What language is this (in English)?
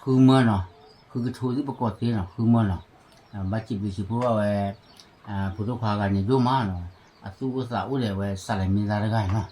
S'gaw Karen